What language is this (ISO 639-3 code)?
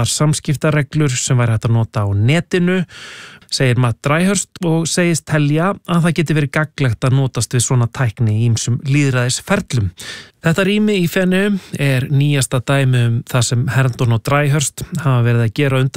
isl